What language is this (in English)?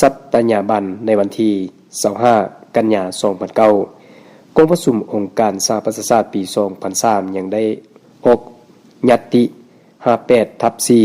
Lao